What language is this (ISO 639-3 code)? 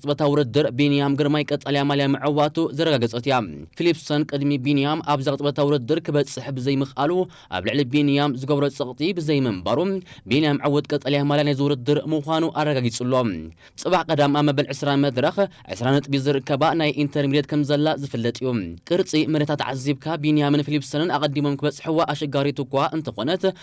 tir